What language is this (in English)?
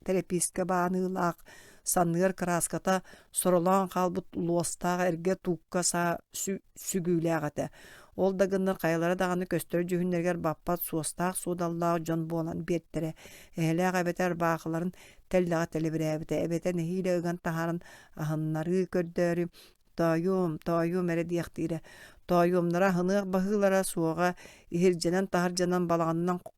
Yakut